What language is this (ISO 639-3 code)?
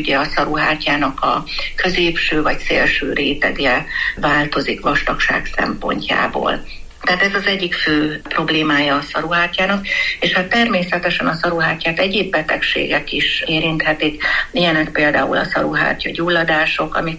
hun